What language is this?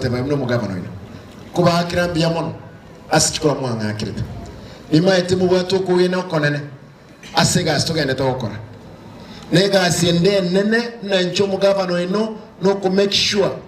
Gusii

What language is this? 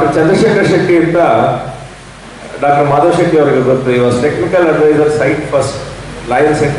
Kannada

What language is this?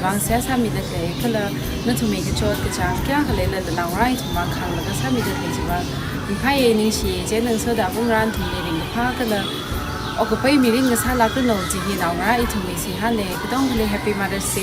Tangkhul Naga (India)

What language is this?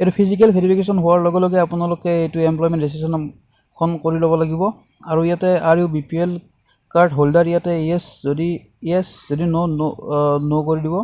Assamese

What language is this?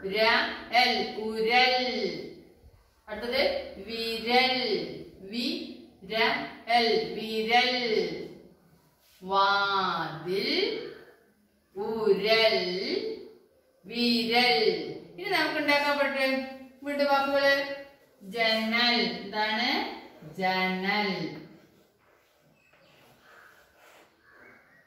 Malayalam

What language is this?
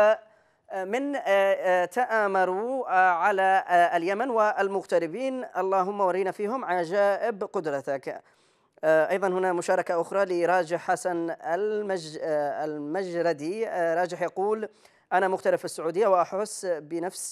Arabic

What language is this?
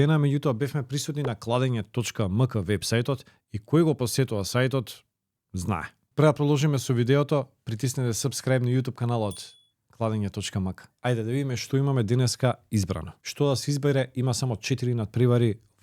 Macedonian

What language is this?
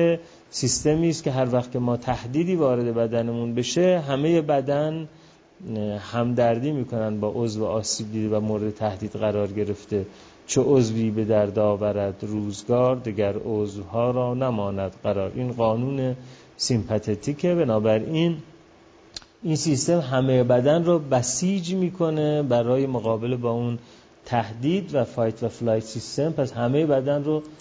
Persian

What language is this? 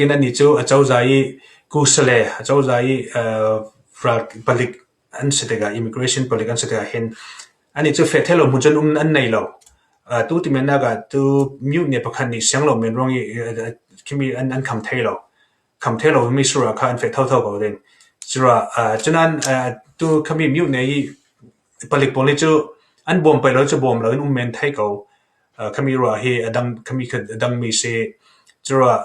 Falam Chin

